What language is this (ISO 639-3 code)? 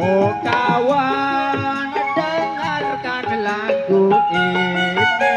bew